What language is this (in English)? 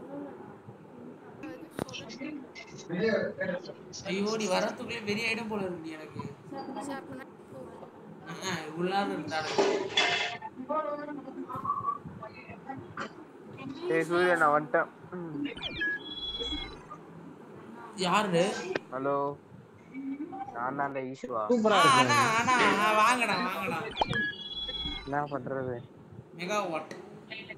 Tamil